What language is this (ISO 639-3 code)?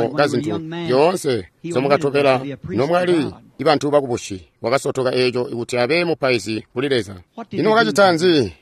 toi